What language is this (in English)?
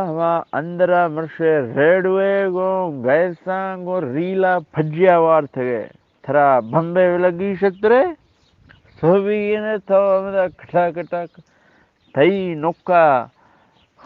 Eastern Balochi